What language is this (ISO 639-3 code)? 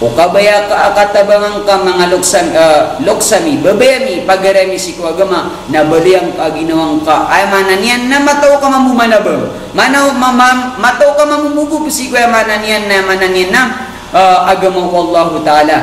mrw